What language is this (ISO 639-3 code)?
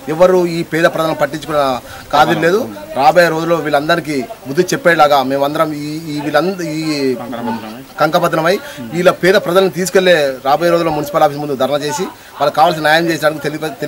tel